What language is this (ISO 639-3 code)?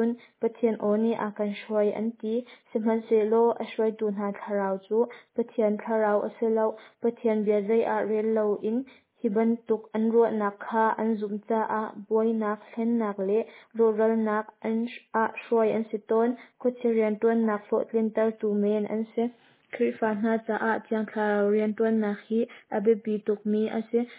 cnh